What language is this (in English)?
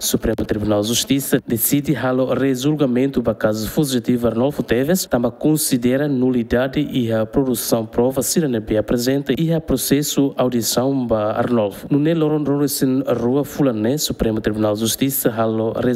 Tetum